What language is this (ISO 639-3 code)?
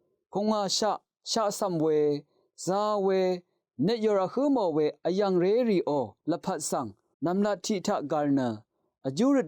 raw